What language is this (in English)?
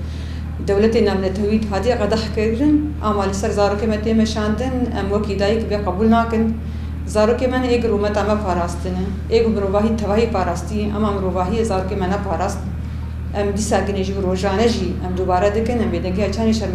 Kurdish